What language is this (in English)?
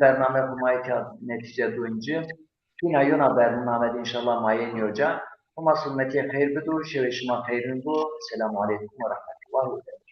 Zaza